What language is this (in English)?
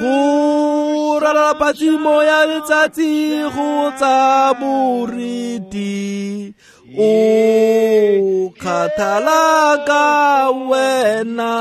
Tswana